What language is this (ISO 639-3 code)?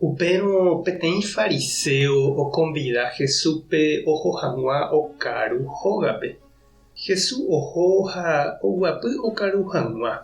grn